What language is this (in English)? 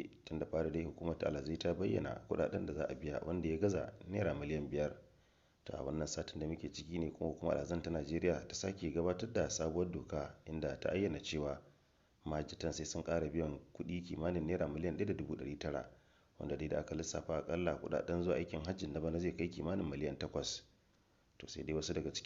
Hausa